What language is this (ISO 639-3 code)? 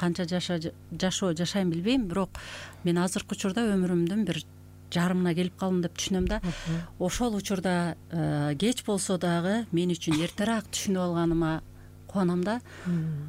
kir